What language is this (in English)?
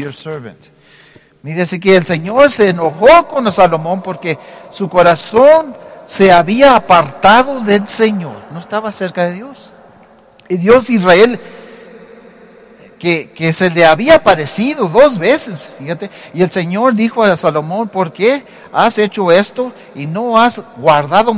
Spanish